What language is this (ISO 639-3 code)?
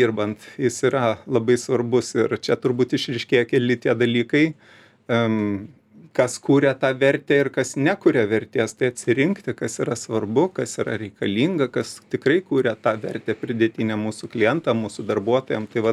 lit